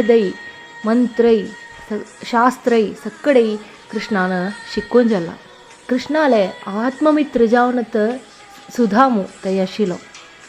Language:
Konkani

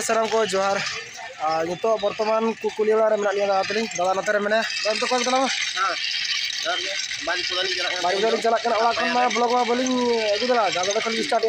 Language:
Santali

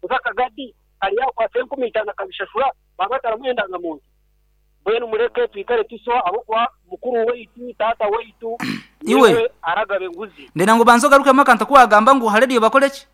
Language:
Nyankole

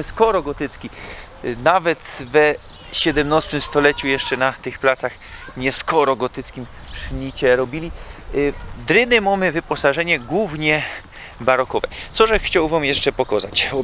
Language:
Silesian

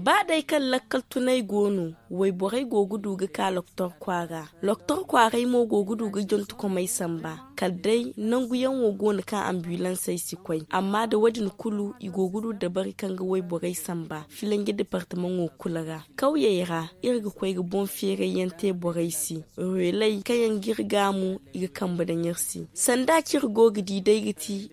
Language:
Zarma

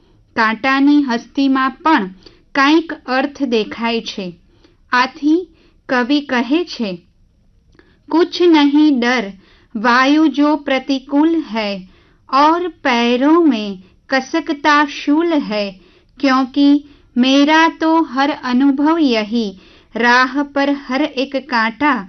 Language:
Gujarati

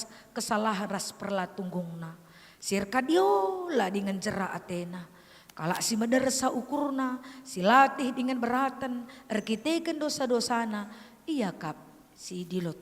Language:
Batak Karo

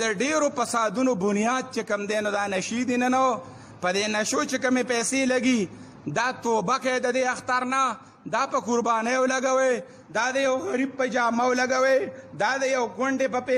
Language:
Pashto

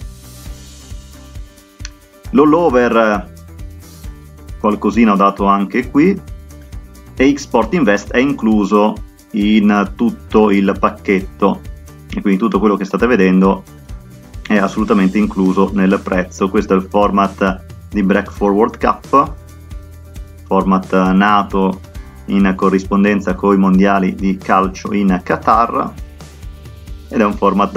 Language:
Italian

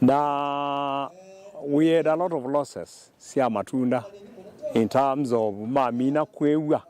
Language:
Kamba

